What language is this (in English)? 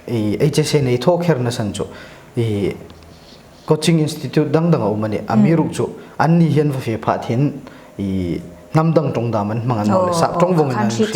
Hmar